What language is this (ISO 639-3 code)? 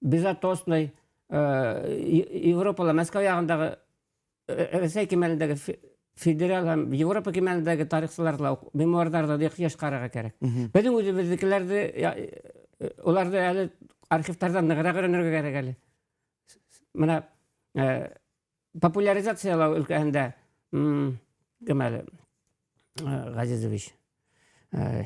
bak